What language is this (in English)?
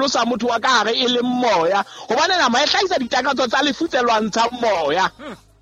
Southern Sotho